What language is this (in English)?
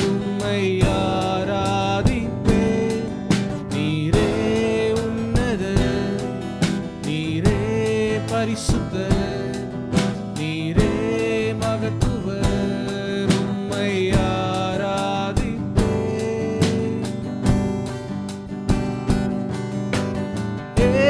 Tamil